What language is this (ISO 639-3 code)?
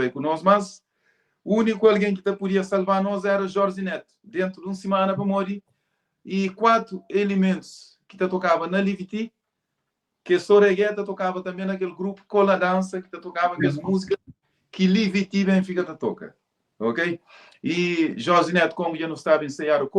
kea